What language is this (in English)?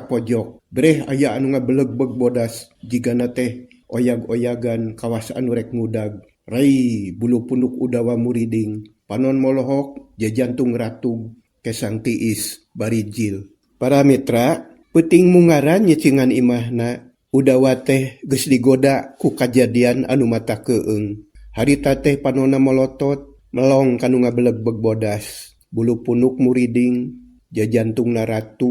Sundanese